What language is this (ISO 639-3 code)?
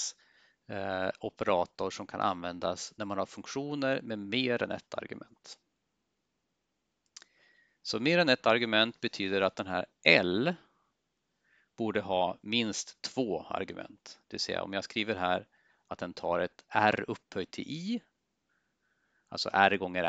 swe